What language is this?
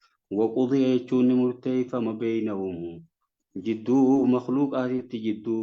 Oromo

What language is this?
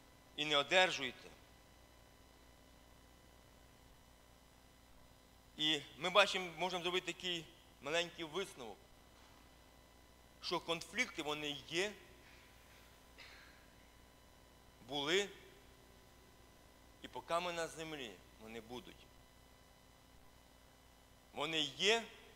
Ukrainian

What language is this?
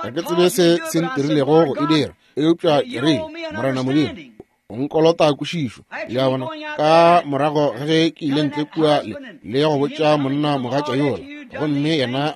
Northern Sotho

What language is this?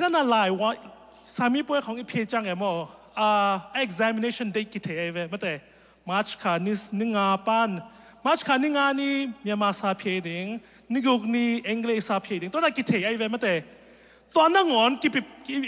Tedim Chin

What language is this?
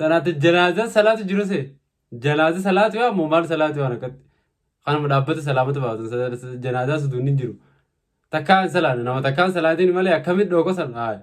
Oromo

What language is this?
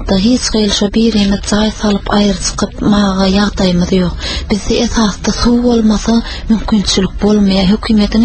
Turkmen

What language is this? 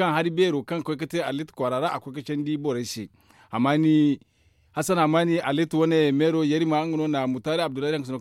Zarma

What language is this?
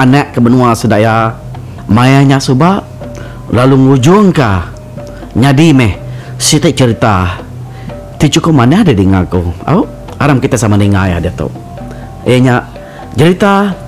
Iban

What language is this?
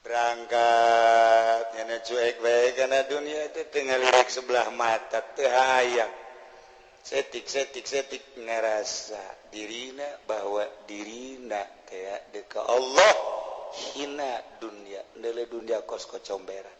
Sundanese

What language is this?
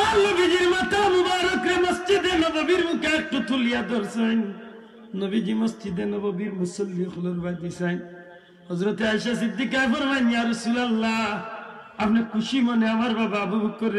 Sylheti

